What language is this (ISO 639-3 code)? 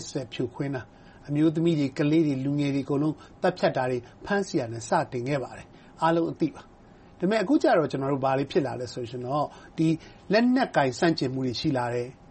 mya